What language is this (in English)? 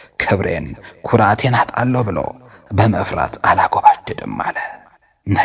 Amharic